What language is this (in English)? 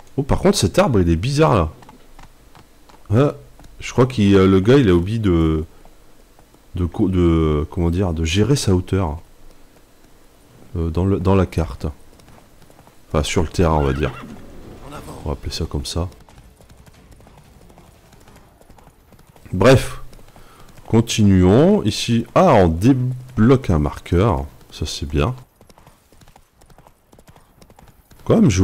French